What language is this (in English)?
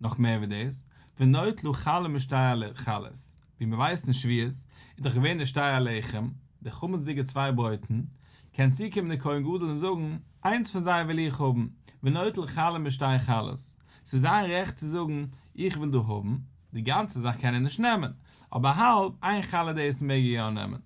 Yiddish